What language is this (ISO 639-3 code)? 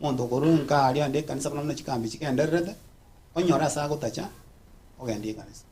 guz